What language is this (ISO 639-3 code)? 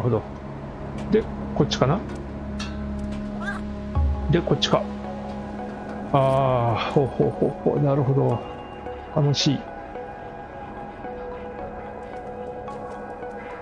jpn